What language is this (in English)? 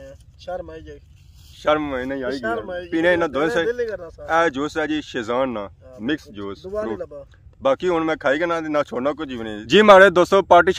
Pahari-Potwari